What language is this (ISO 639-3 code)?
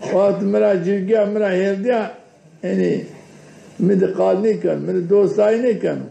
zza